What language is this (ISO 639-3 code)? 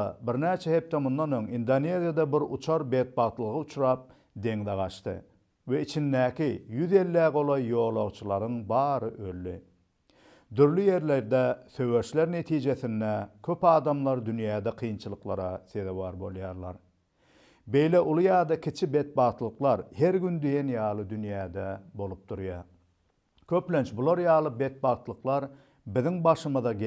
tuk